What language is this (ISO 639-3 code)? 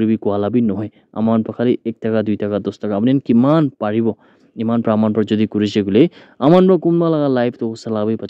nag